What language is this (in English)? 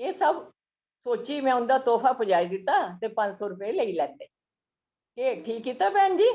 Dogri